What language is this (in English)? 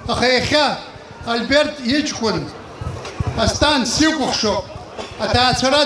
Abkhazian